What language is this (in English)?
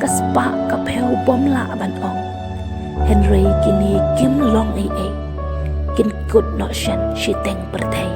Khasi